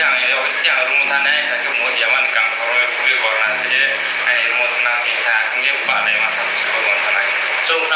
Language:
Riang (India)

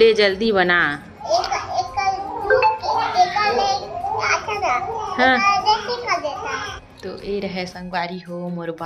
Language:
Chhattisgarhi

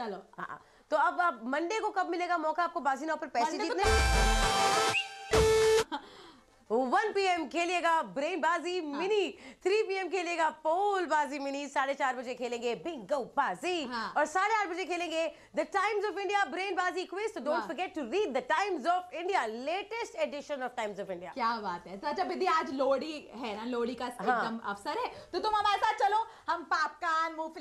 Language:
Hindi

